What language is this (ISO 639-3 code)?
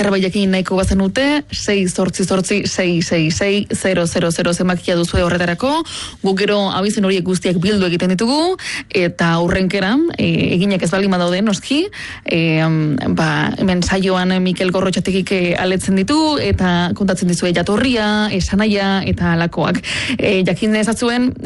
eus